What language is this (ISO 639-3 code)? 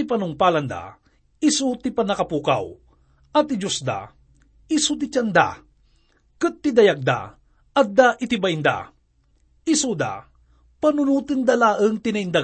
ilo